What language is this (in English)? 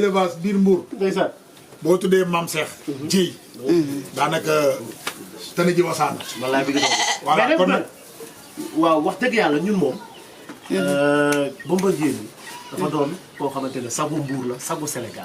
Wolof